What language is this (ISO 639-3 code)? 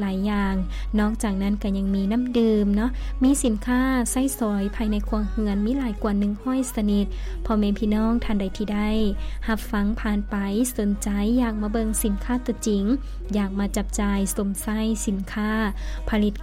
lao